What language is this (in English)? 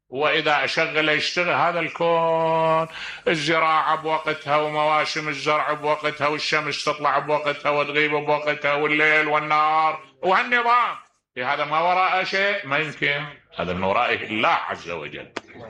Mesopotamian Arabic